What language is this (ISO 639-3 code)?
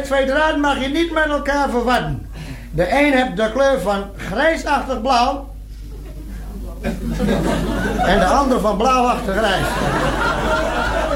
nld